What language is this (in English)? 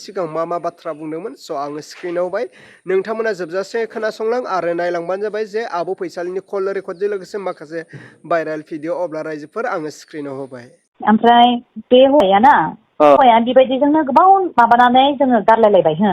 Bodo